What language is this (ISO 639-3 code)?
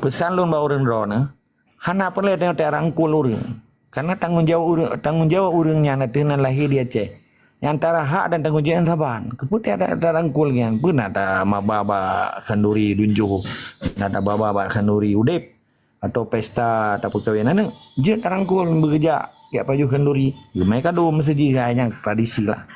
ace